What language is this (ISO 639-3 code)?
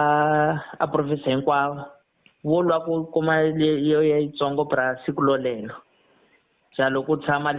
tso